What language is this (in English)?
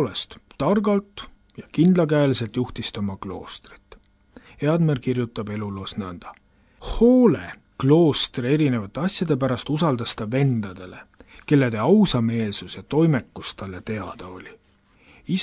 Estonian